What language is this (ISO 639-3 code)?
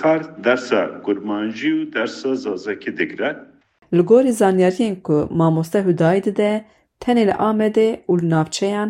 kur